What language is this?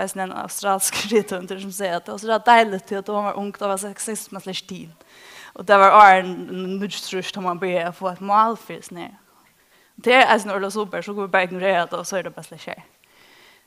Faroese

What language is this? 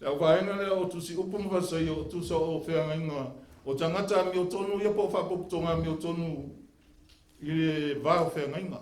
Samoan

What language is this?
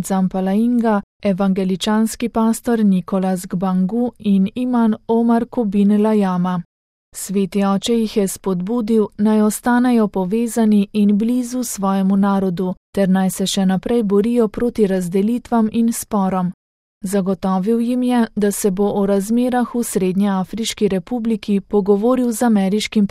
Slovenian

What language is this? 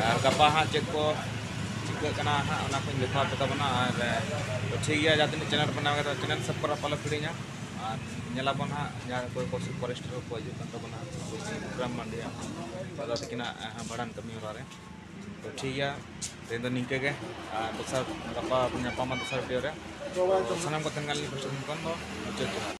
Santali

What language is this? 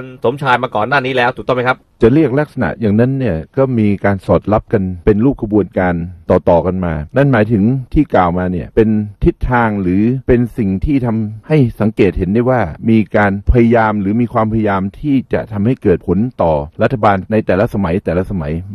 Thai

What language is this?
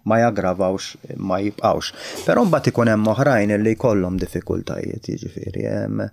Maltese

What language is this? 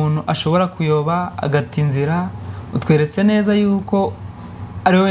Kinyarwanda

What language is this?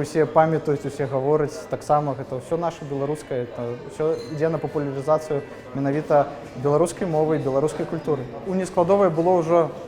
Belarusian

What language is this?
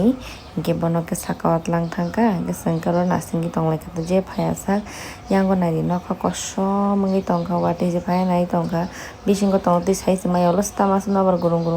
Kok Borok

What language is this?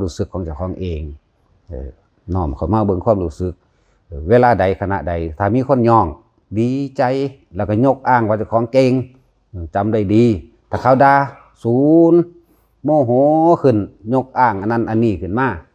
Northeastern Thai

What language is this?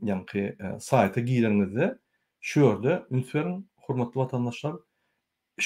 Turkmen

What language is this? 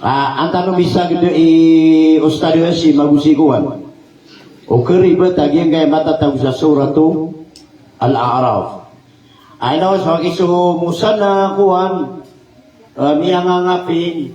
Maranao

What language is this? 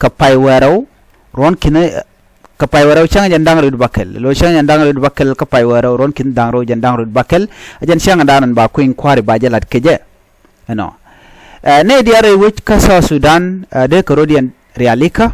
Nuer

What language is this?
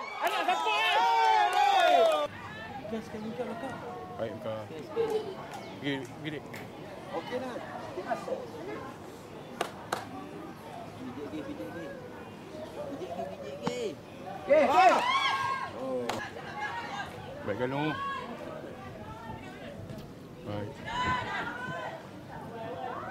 Malay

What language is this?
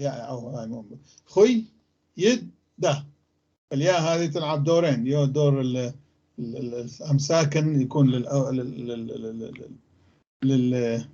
North Levantine Arabic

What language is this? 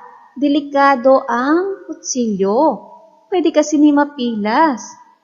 Hiligaynon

